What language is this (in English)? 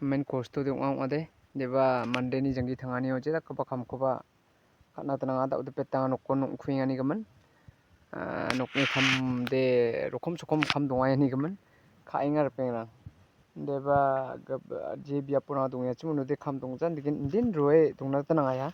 Garo